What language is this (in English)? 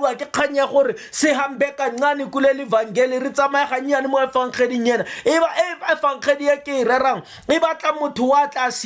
Tswana